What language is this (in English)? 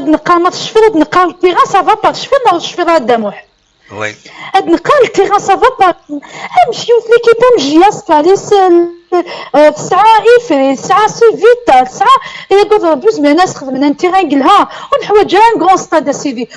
Kabyle